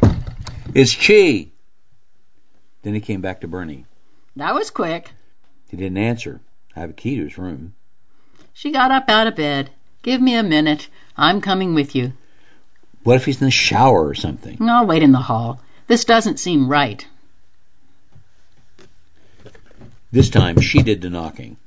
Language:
English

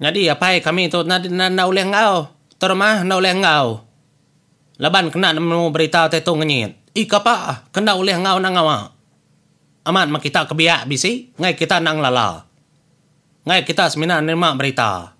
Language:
Iban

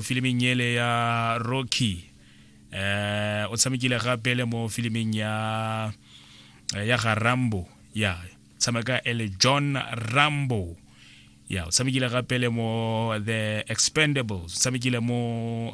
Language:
Tswana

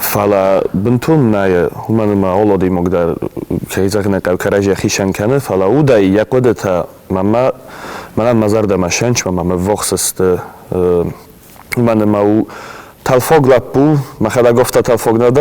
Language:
Ossetic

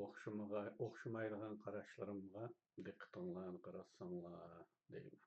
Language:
Uyghur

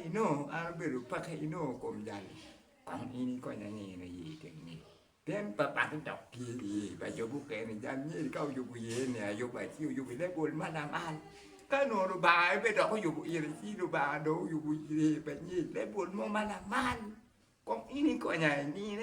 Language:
Acoli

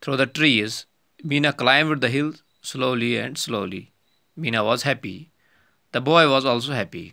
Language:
Kashmiri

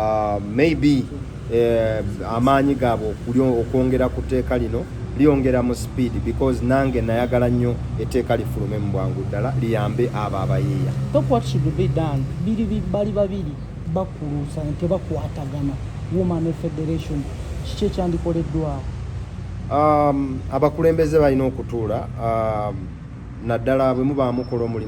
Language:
Ganda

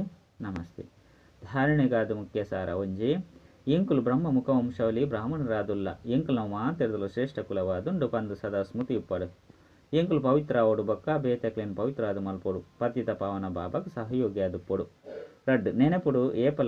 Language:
Tulu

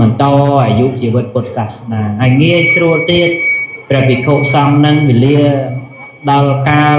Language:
Khmer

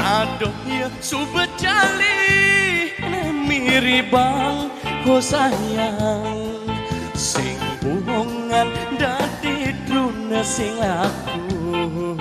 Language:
Balinese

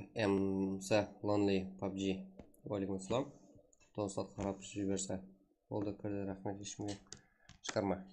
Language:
Kara-Kalpak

